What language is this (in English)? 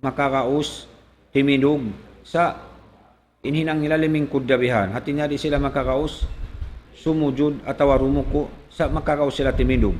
Tausug